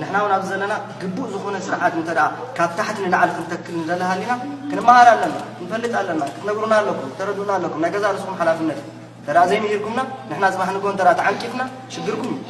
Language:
Tigrinya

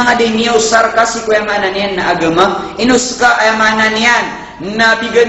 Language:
Maranao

